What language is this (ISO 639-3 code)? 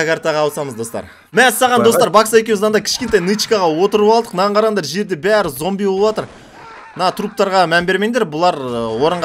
kaz